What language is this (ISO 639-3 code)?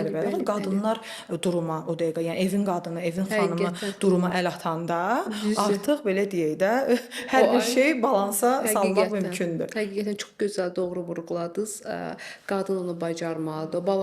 aze